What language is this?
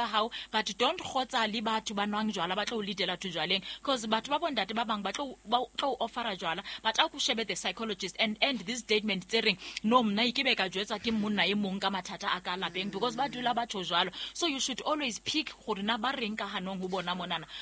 Southern Sotho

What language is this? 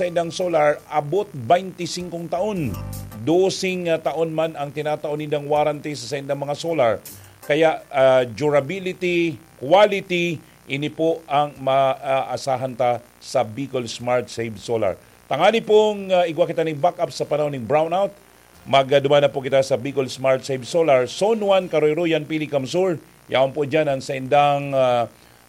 Bikol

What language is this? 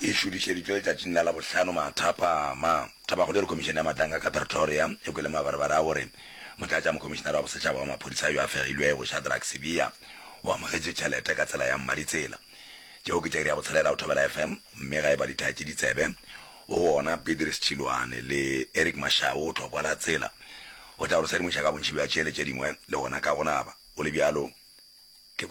Northern Sotho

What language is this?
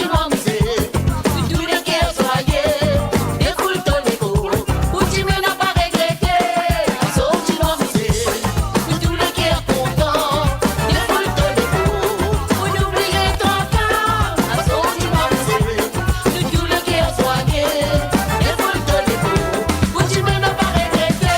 Morisyen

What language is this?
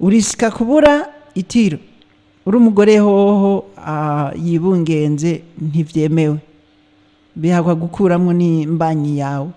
Rundi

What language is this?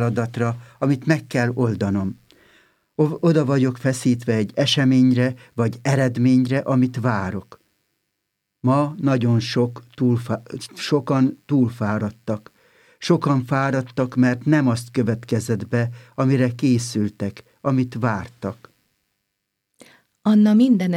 Hungarian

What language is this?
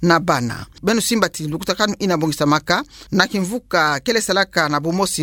Kituba (Democratic Republic of Congo)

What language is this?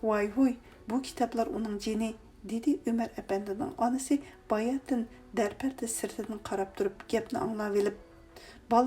Uyghur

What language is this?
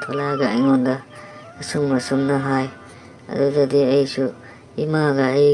Manipuri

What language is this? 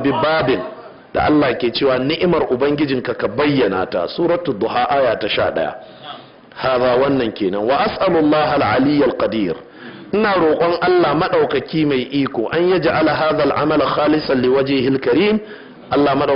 Hausa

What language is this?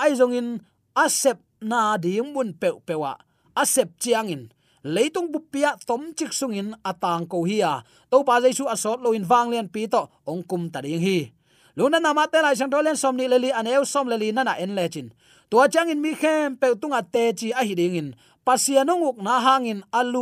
Tedim Chin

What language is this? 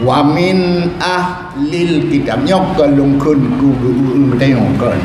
Achinese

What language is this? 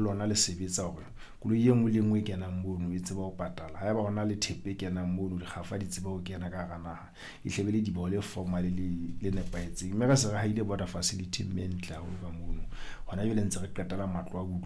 Southern Sotho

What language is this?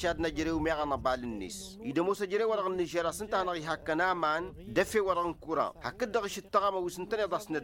Tamasheq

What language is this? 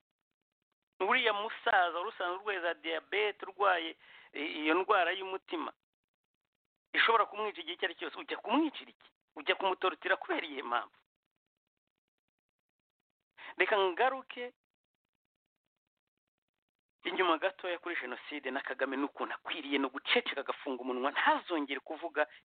Kinyarwanda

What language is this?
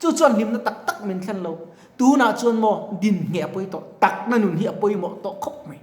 Mizo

